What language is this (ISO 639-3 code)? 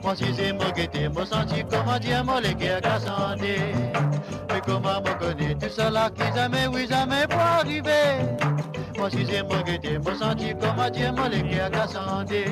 mfe